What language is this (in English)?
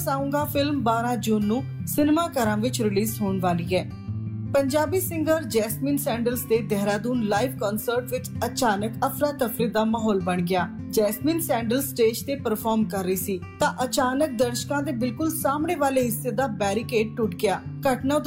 Punjabi